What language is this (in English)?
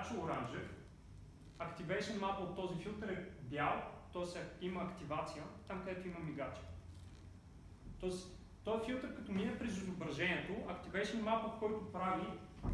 Bulgarian